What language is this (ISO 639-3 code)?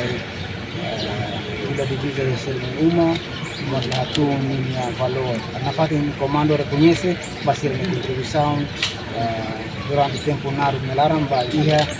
tet